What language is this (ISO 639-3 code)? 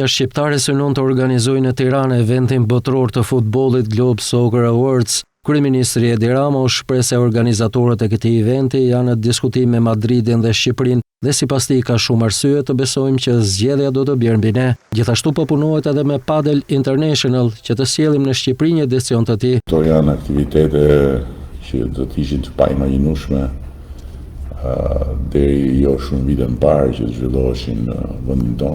sqi